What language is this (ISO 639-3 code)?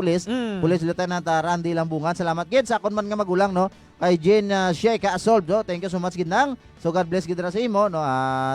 hil